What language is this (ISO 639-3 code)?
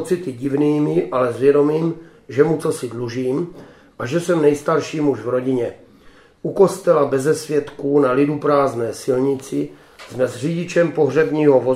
ces